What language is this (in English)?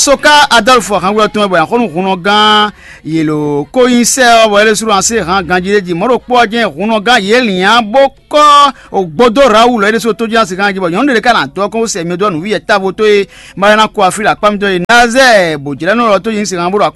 Fon